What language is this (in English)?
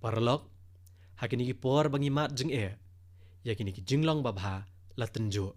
Khasi